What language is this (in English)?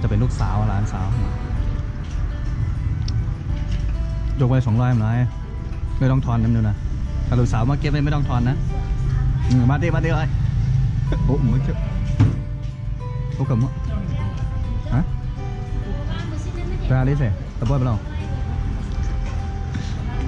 Thai